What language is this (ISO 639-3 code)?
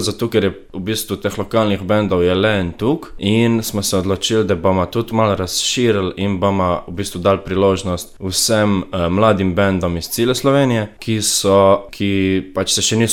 slv